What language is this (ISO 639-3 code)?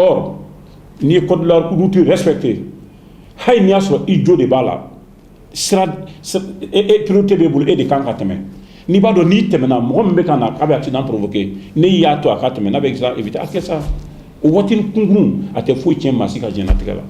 bam